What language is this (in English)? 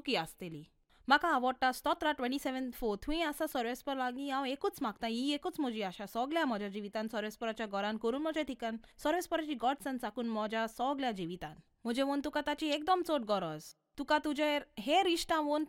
Konkani